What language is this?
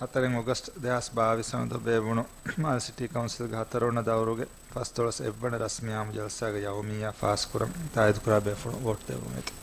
Divehi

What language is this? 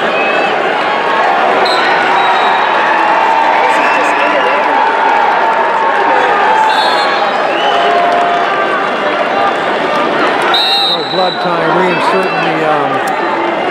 English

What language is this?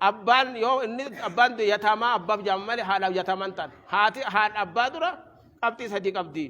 Oromo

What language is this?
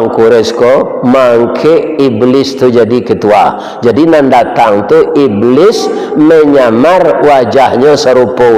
Minangkabau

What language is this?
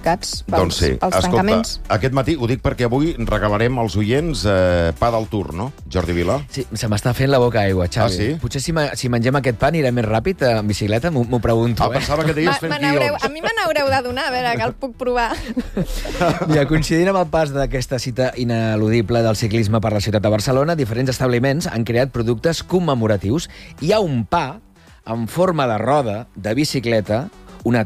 Catalan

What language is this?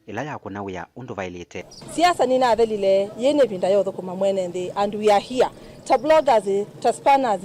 Kamba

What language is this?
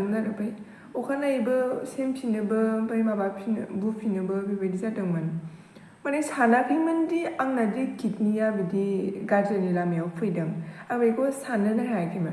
Bodo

